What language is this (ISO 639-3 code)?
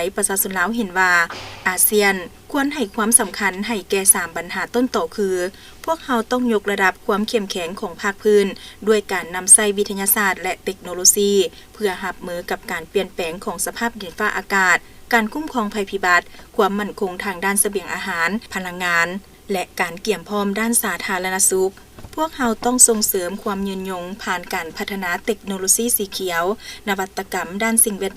lao